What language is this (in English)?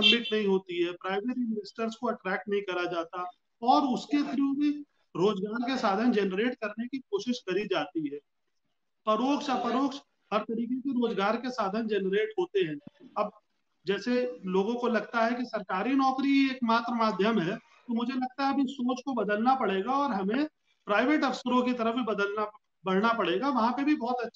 Hindi